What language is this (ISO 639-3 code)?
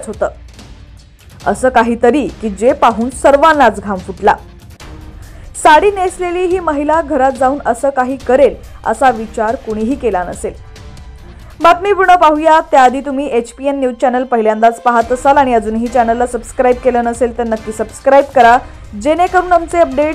mar